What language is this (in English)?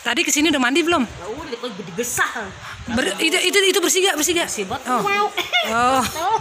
Betawi